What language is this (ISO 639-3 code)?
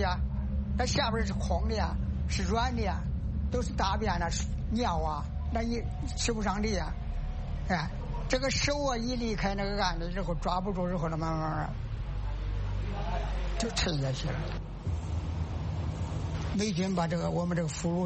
zho